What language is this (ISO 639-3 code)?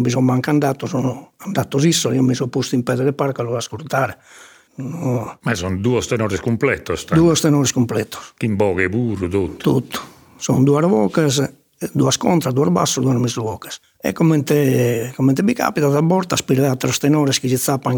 srd